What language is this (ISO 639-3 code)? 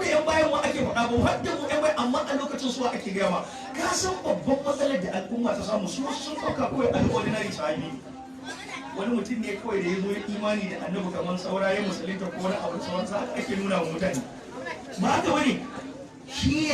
hau